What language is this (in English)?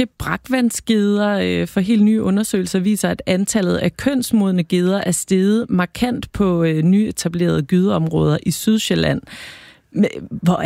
Danish